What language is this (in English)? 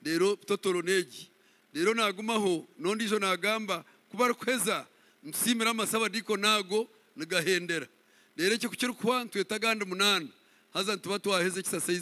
Nyankole